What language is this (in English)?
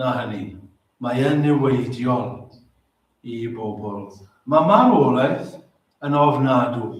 Welsh